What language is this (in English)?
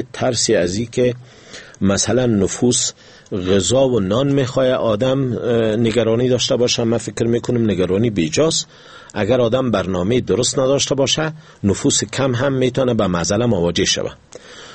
Persian